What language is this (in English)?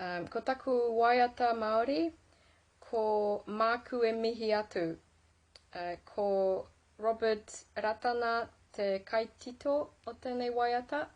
Māori